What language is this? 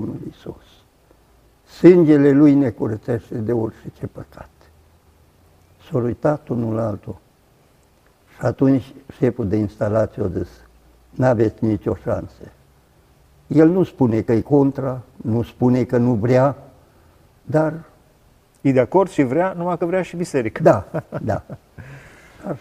Romanian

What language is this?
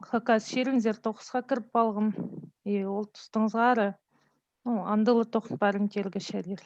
Khakas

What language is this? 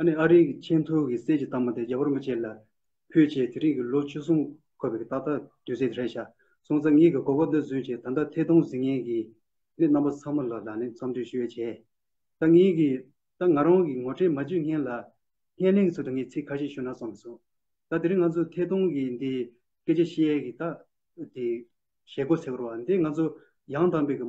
Tibetan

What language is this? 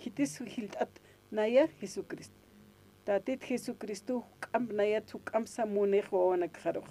Aymara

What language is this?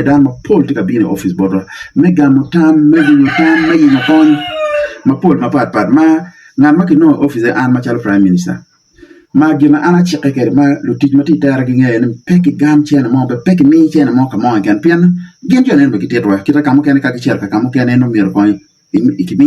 Acoli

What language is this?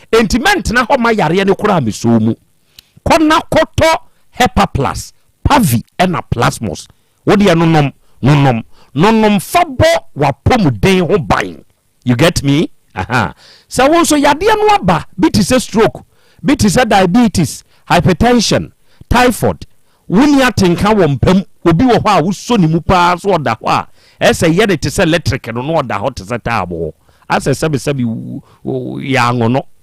Akan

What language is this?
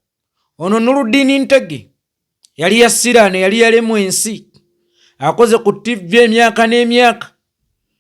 Ganda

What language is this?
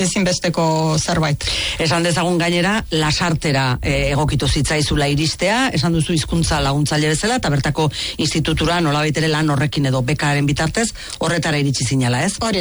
Basque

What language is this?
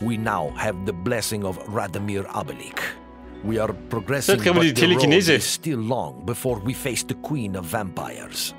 Bavarian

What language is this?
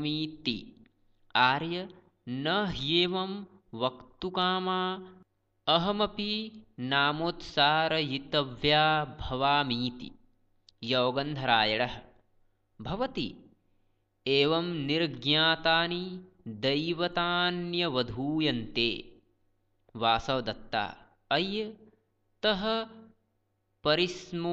Sanskrit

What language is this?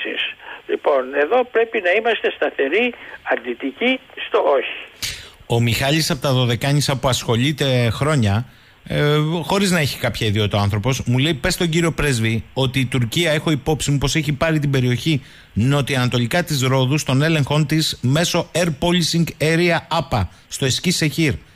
Greek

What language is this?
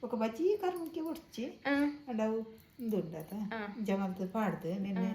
Tulu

